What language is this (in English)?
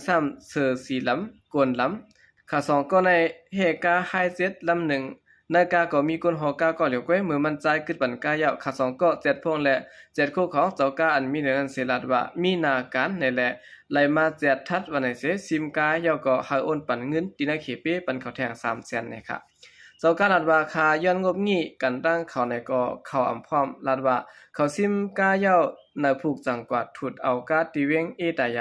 Shan